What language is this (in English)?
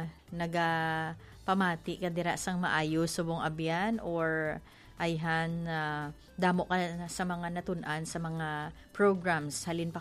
Hiligaynon